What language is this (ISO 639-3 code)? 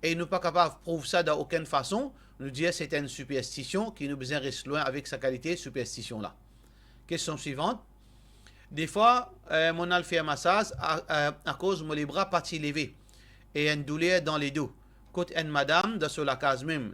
mfe